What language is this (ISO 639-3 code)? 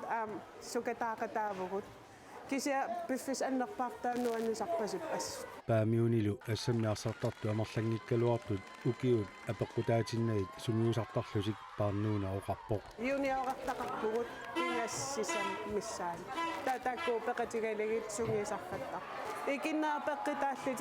kal